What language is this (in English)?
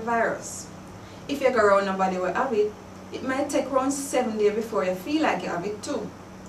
Jamaican Creole English